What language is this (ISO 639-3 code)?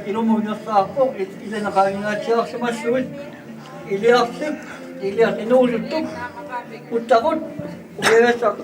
kal